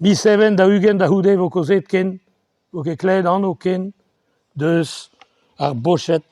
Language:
Breton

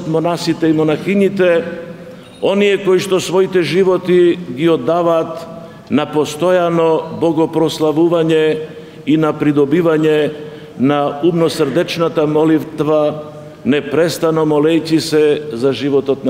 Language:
Macedonian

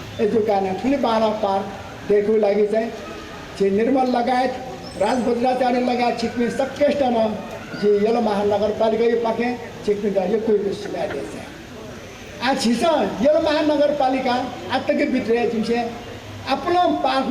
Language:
Newari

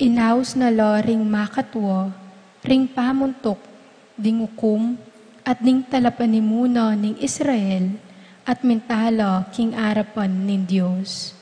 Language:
Pampanga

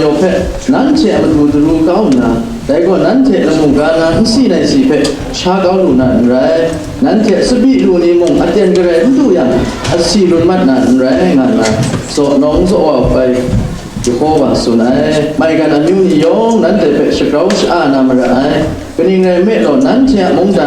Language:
Kachin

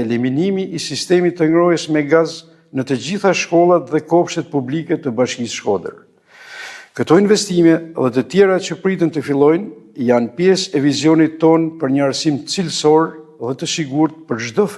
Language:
Albanian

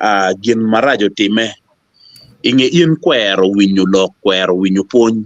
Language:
Acoli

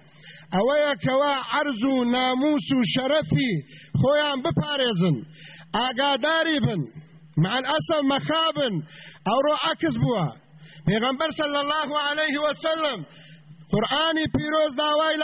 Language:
Central Kurdish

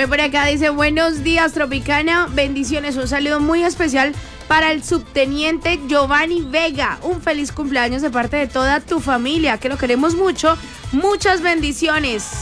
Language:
Spanish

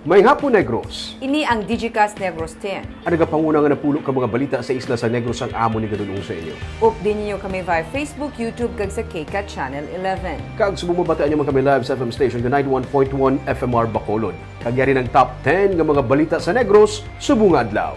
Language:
Hiligaynon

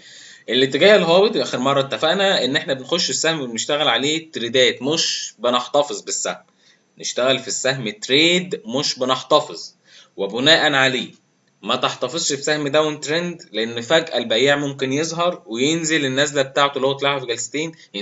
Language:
Egyptian Arabic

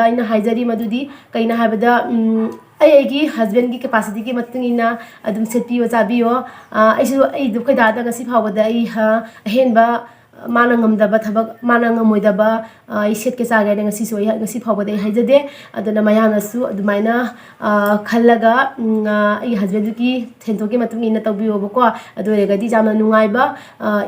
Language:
Manipuri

